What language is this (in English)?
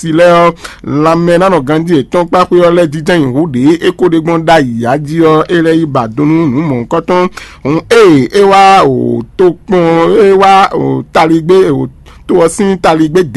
Fon